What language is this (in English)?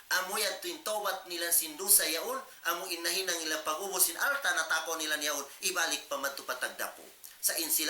Tausug